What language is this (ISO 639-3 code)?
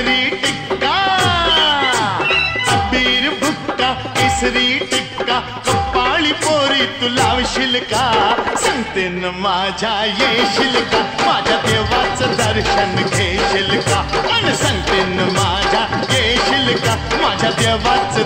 mar